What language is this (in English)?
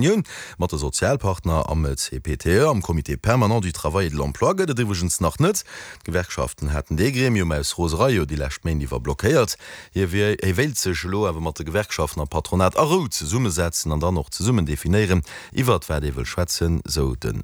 Luxembourgish